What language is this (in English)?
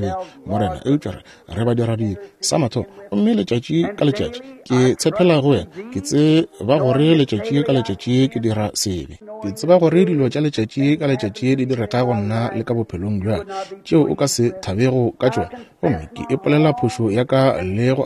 Northern Sotho